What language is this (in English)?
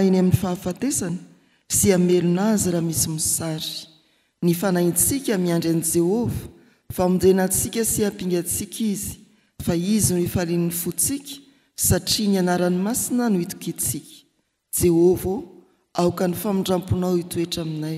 Malagasy